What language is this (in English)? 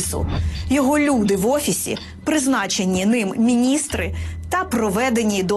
Ukrainian